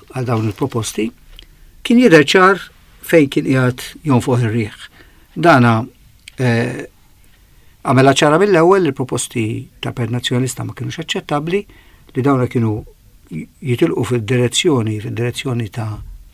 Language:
Maltese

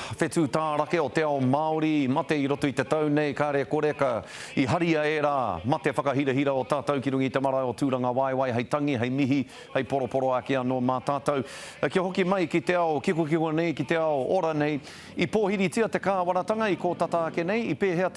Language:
Māori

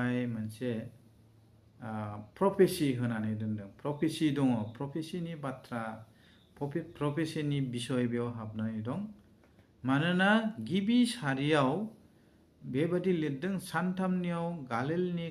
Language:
Bodo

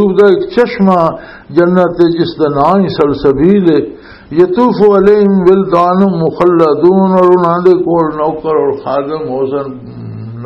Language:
Western Panjabi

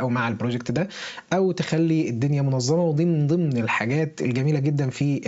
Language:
Egyptian Arabic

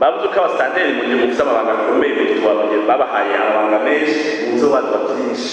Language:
Rundi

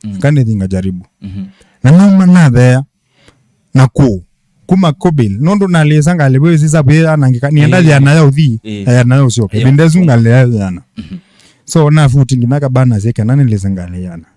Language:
Kamba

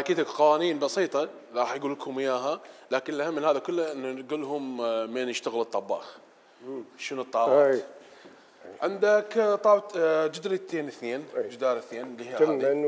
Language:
Mesopotamian Arabic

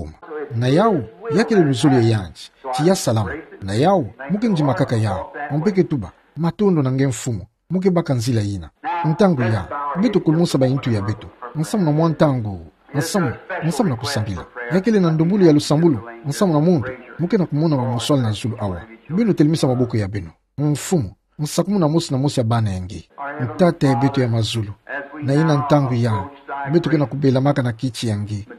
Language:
Kituba (Democratic Republic of Congo)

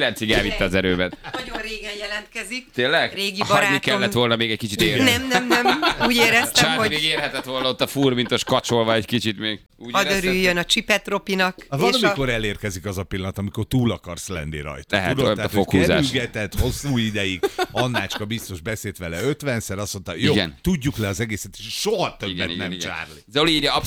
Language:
Hungarian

